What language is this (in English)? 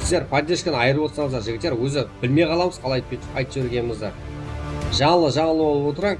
Kara-Kalpak